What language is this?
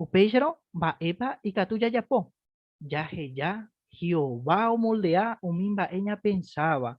Guarani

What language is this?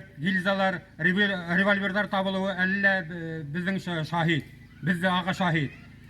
Bashkir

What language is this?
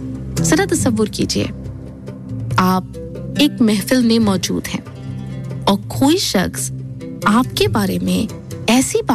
Urdu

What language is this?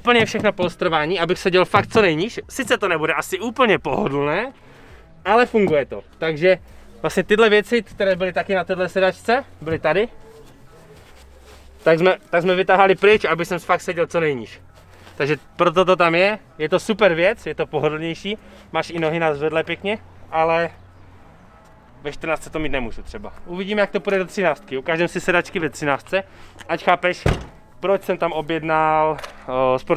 Czech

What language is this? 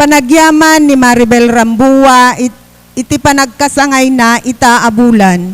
Iloko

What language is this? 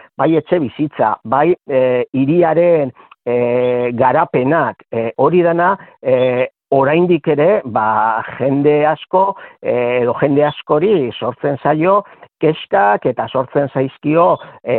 Basque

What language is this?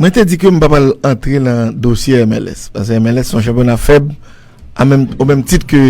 Haitian Creole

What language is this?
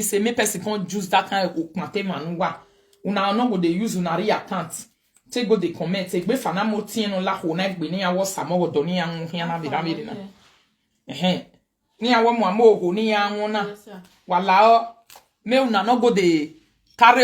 Nigerian Pidgin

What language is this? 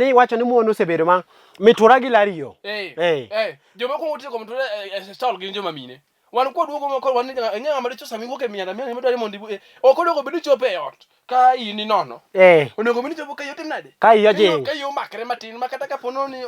Luo (Kenya and Tanzania)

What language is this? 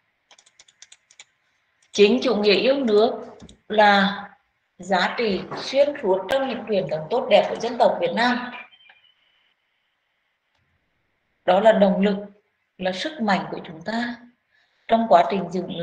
Vietnamese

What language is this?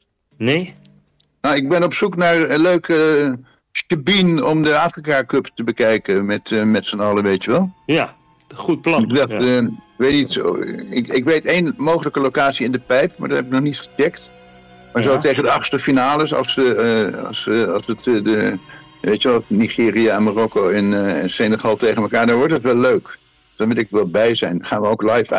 Dutch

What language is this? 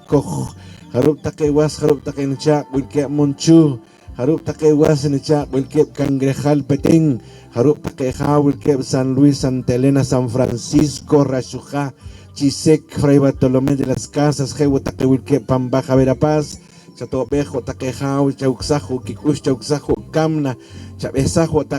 Poqomchi'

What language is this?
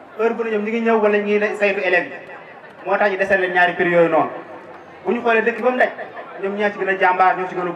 Wolof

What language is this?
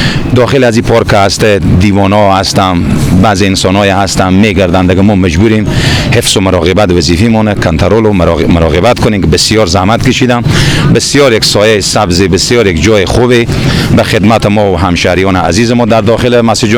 Persian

